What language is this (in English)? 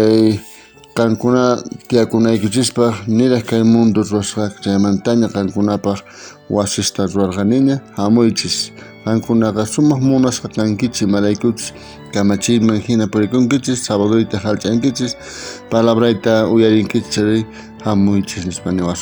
South Bolivian Quechua